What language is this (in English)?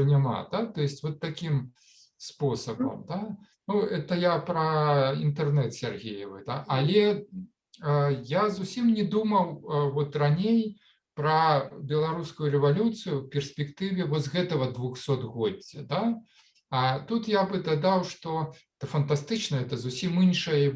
Belarusian